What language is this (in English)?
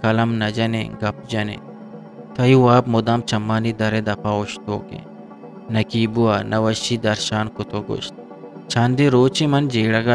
Eastern Balochi